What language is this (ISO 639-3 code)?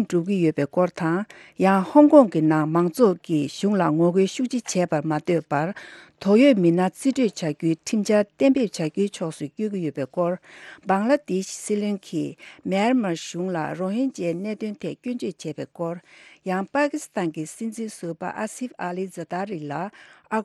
bod